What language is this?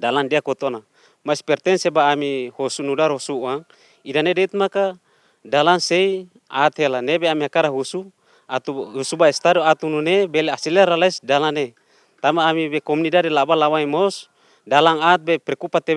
Tetum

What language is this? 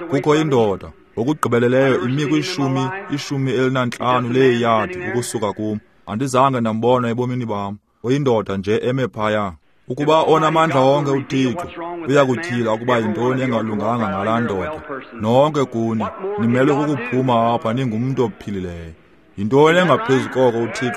Xhosa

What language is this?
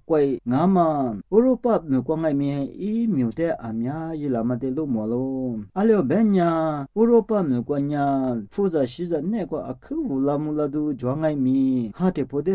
Lisu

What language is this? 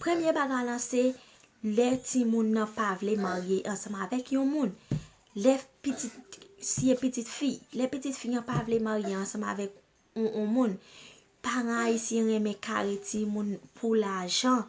Haitian Creole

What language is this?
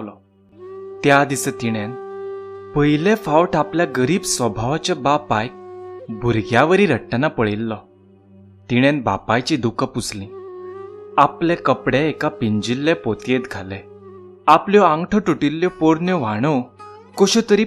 Konkani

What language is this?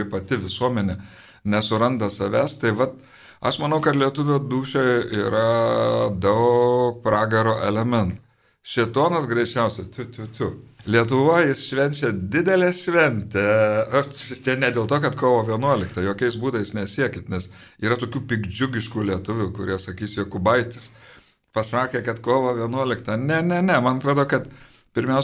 Lithuanian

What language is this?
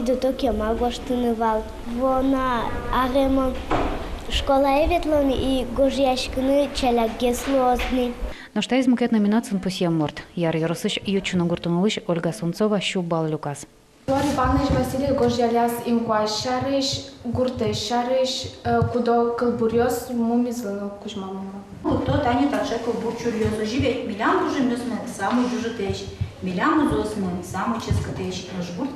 Udmurt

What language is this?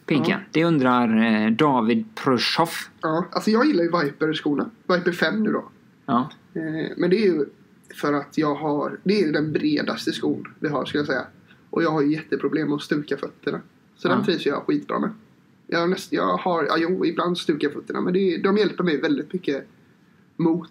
Swedish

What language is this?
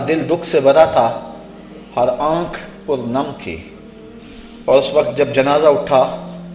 Urdu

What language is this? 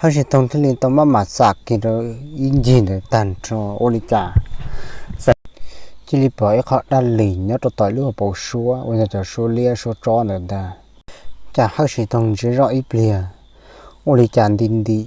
Hmong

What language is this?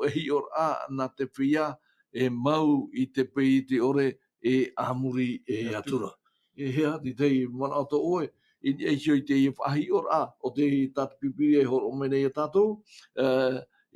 Tahitian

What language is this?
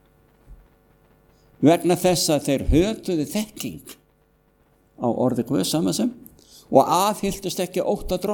Icelandic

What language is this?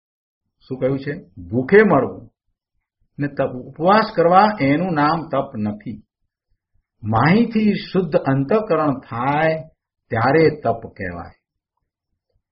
Gujarati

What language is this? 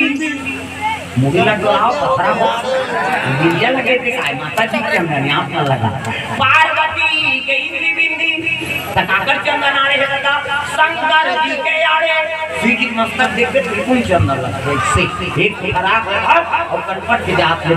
Chhattisgarhi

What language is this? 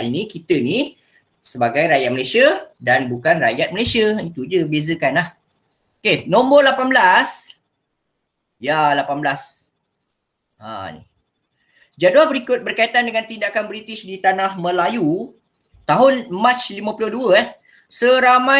Malay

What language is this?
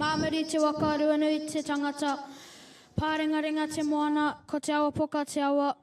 Māori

